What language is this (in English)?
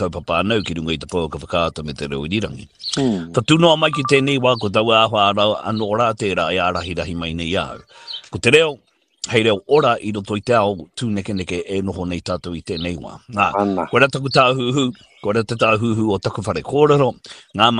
Māori